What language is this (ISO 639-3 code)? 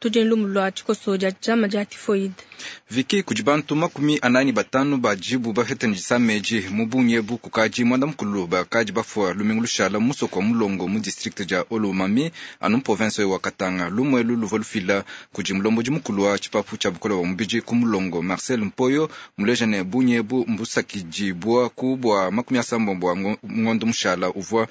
lua